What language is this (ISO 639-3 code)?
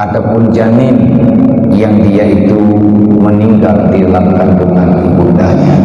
ace